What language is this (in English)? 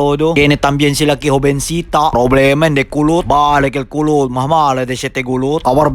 Chavacano